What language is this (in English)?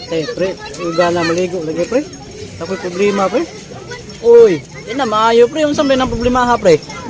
Cebuano